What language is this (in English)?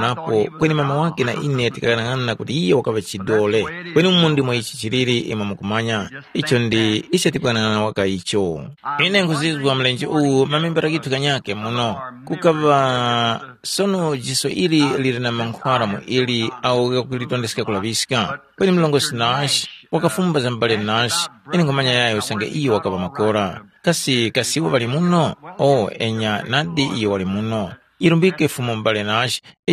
Tumbuka